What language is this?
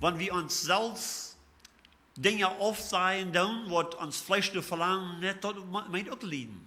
Plautdietsch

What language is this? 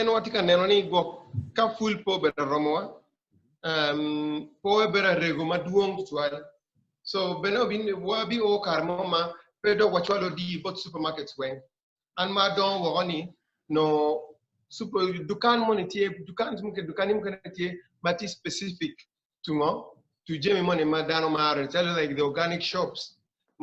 Acoli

